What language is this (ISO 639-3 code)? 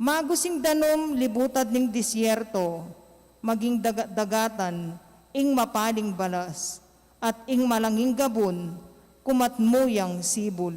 pam